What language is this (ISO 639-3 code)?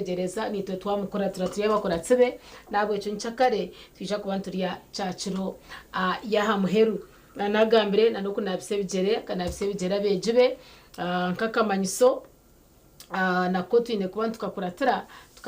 nyn